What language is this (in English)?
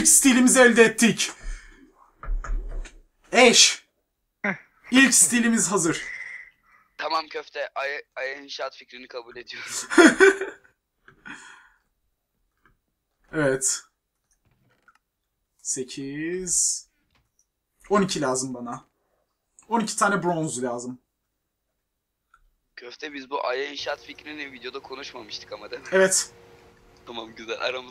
Turkish